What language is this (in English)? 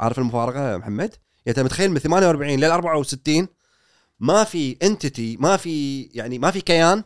Gulf Arabic